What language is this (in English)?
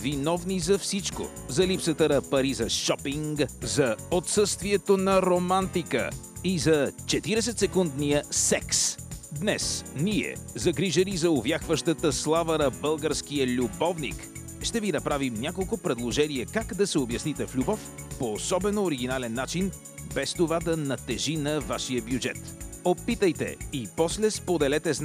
Bulgarian